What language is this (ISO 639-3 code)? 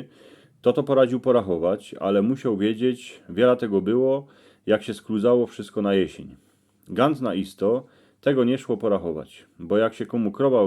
szl